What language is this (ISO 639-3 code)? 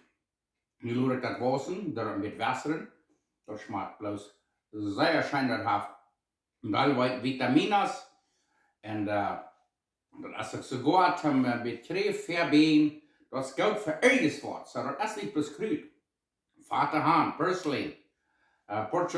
pdt